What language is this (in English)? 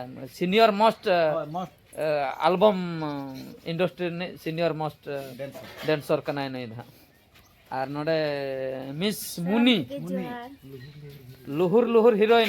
Santali